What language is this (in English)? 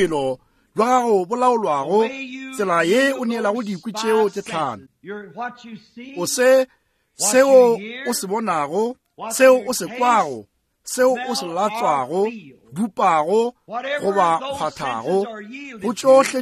Northern Sotho